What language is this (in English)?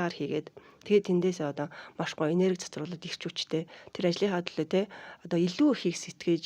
Mongolian